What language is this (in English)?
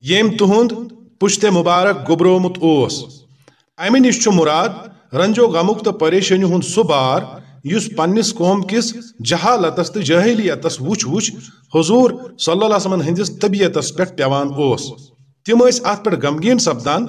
Kashmiri